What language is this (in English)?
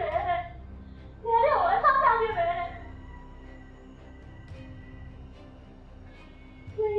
Burmese